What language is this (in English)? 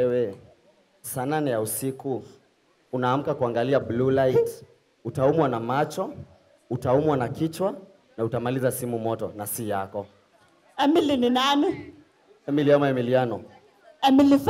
Swahili